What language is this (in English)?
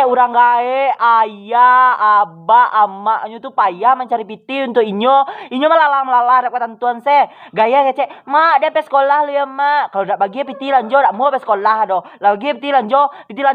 Minangkabau